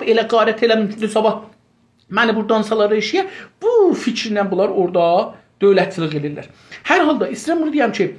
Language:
South Azerbaijani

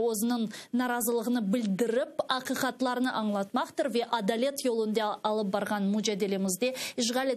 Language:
Crimean Tatar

